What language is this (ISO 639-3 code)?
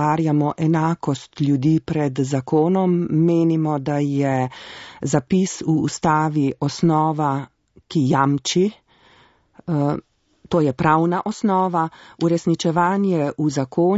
slv